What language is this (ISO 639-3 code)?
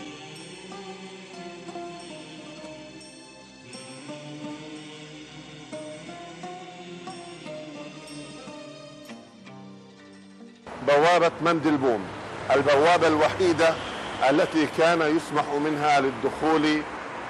ara